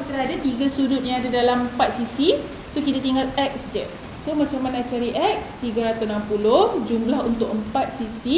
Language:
Malay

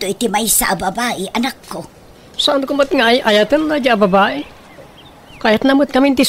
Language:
Iloko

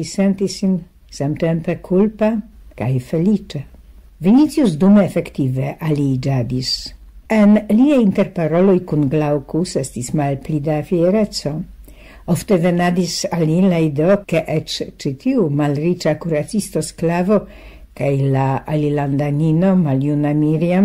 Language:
Esperanto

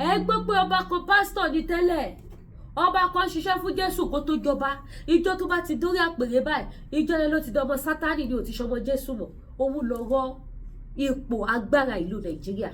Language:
Yoruba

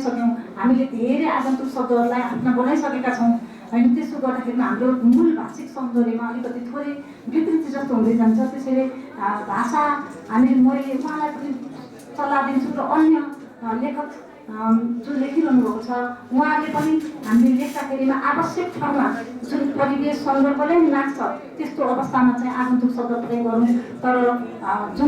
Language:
Nepali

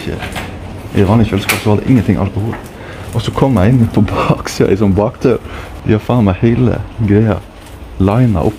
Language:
Norwegian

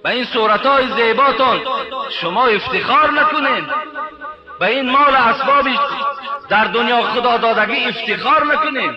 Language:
Tajik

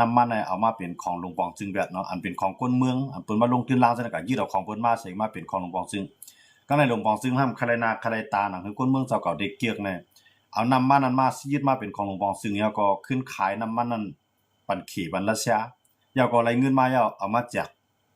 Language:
Shan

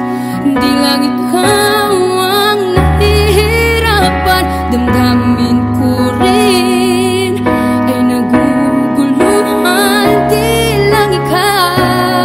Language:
Filipino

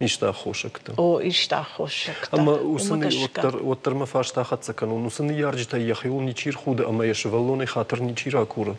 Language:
Ossetic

